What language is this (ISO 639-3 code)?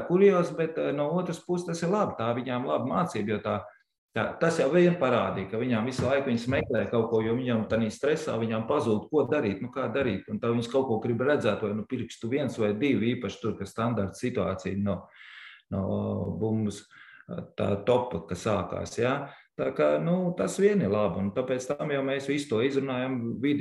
lav